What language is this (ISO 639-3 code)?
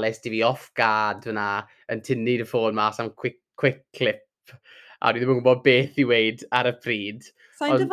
cym